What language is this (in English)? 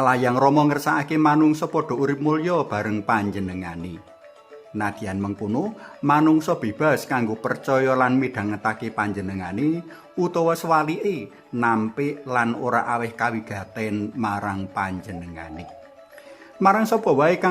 Javanese